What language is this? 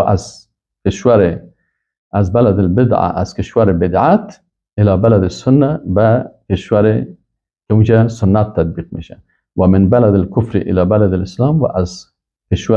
Persian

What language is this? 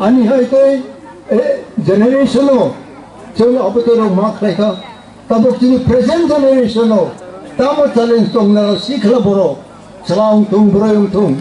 Kok Borok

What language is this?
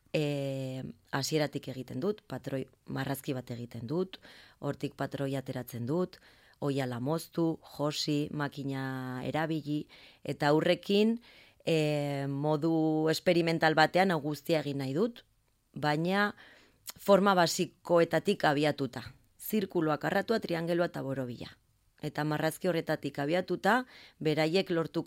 Basque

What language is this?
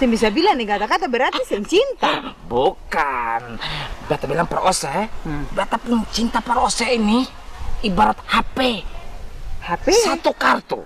Ambonese Malay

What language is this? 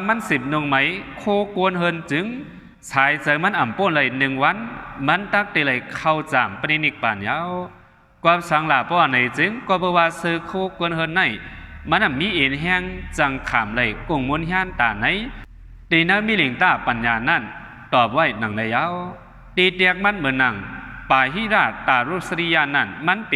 Shan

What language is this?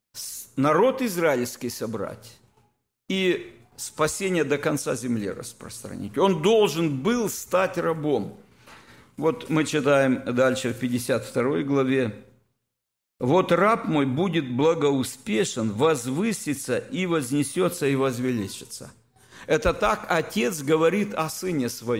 Russian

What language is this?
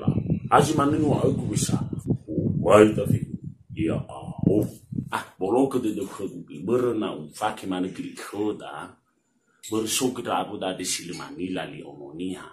Nias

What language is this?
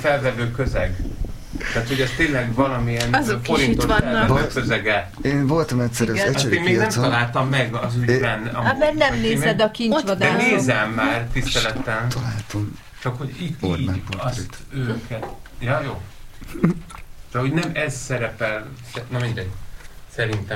Hungarian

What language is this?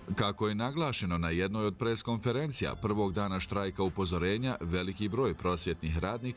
Bosnian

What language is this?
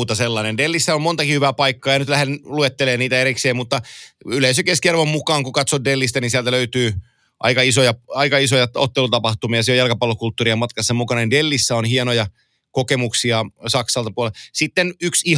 Finnish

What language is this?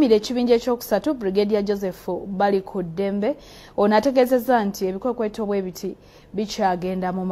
Ganda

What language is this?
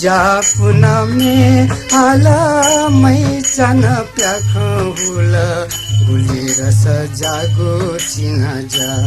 Newari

